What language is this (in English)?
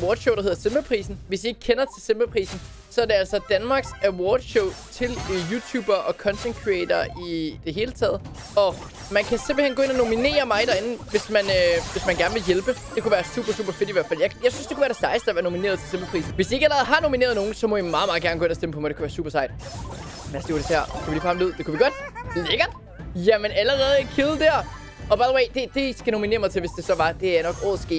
Danish